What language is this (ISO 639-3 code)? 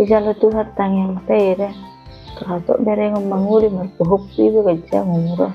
bbc